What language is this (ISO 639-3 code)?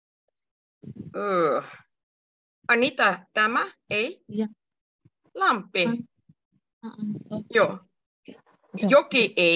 fin